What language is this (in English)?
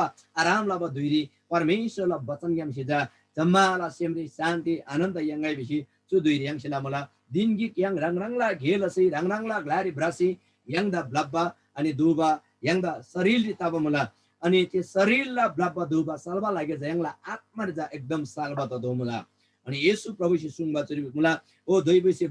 Eastern Tamang